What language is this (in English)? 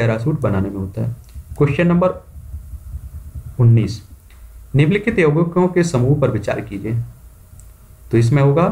Hindi